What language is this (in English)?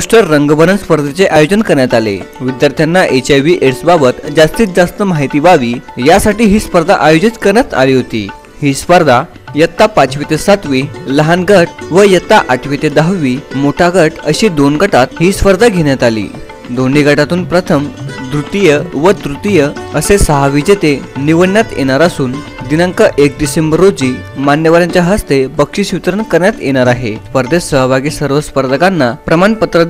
Marathi